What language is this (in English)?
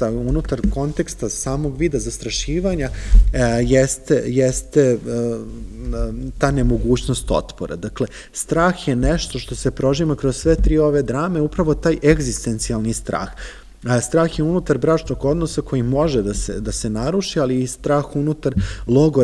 Serbian